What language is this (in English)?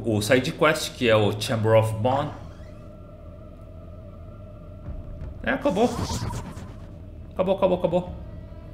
Portuguese